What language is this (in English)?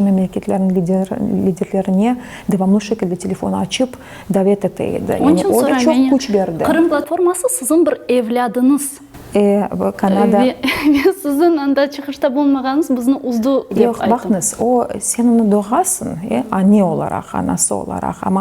Crimean Tatar